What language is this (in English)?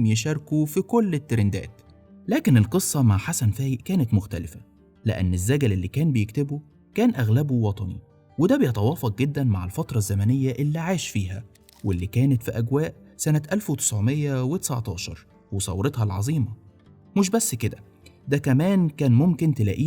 Egyptian Arabic